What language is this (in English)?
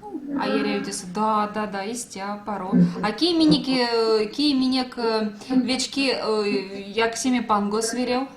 Erzya